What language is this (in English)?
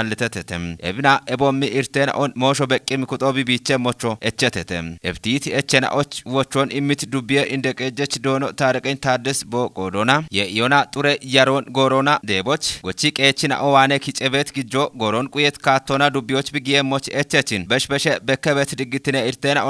Kafa